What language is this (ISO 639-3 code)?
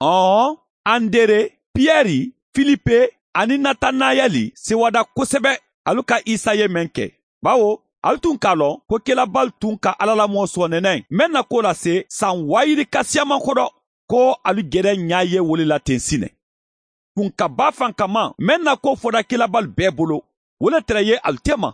man